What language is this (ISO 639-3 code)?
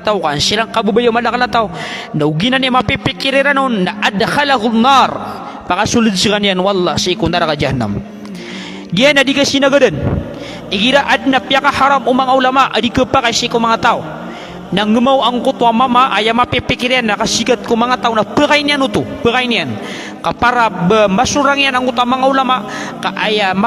mrw